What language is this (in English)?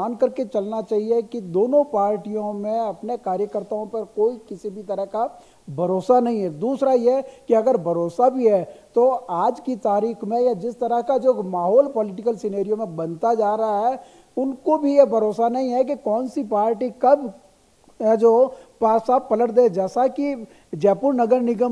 Hindi